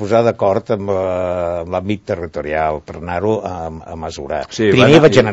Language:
Catalan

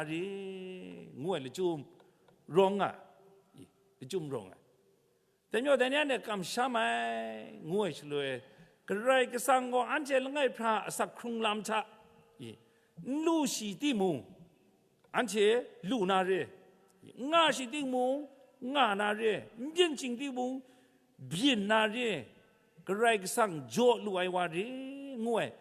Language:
Kachin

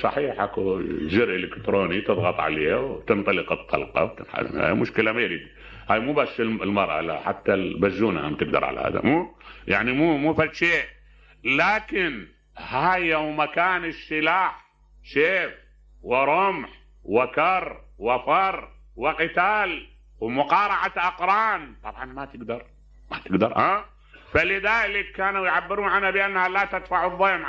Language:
Mesopotamian Arabic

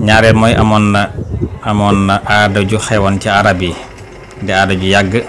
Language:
Wolof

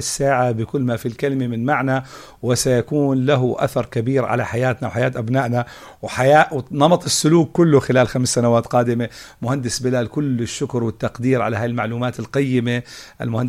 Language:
North Levantine Arabic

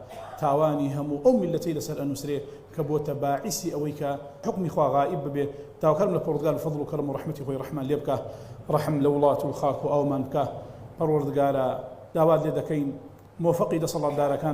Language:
Central Kurdish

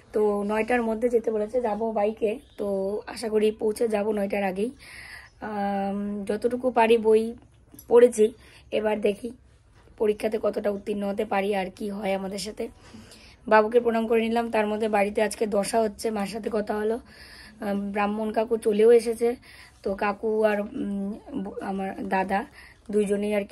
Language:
Bangla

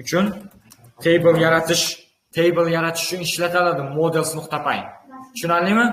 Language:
Uzbek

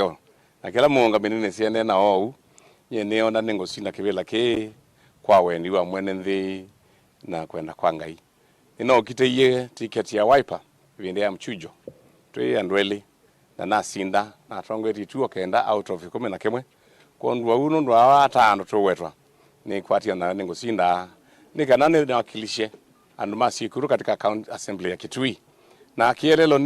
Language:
Kamba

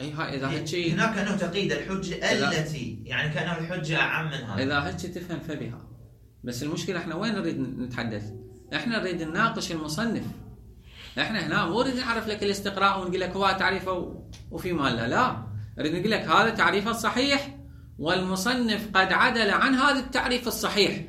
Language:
Mesopotamian Arabic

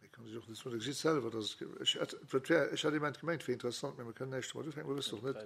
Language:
Luxembourgish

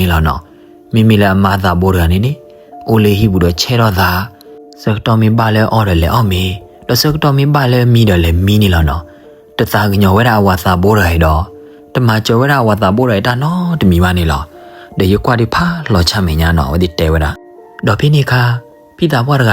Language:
S'gaw Karen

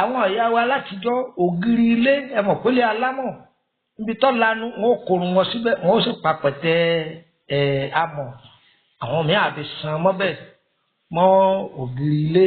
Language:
Yoruba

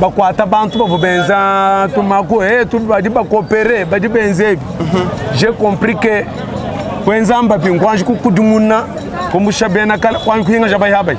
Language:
Luba-Lulua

